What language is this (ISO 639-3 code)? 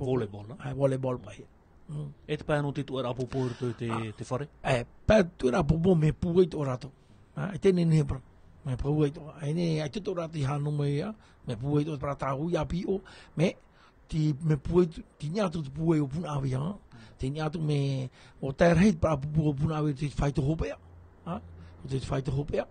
tah